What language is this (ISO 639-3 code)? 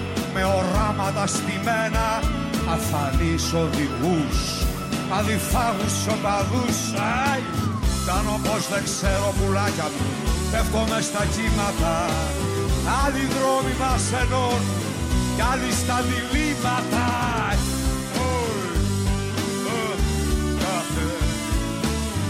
ell